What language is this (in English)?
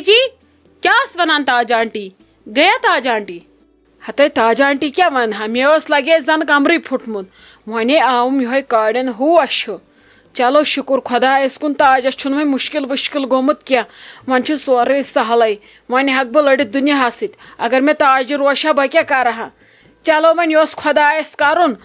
Kashmiri